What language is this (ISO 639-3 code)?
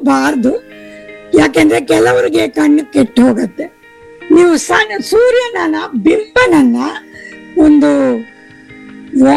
kan